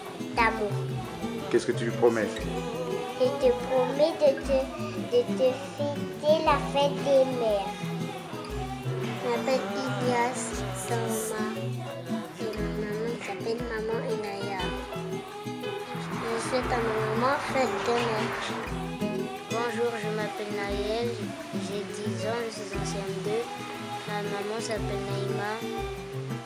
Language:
French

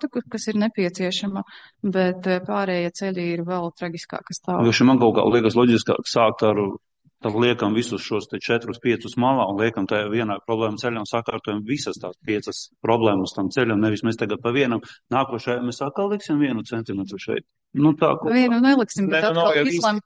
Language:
Latvian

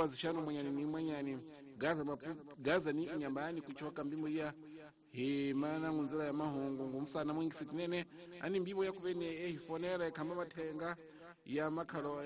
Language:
Tsonga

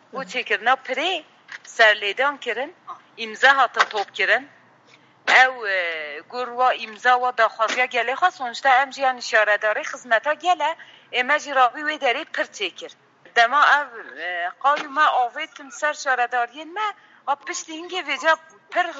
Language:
Kurdish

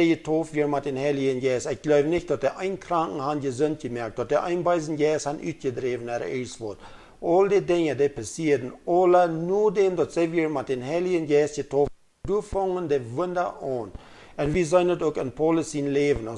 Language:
Plautdietsch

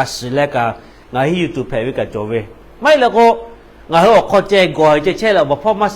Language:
Lahu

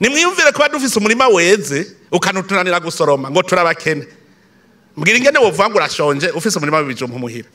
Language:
Rundi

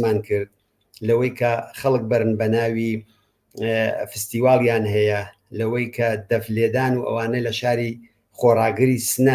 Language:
Central Kurdish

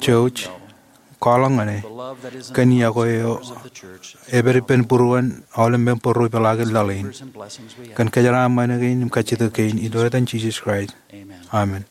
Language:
Marshallese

